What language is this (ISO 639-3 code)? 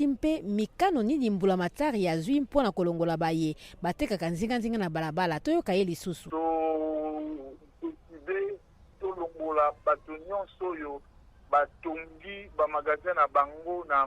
lin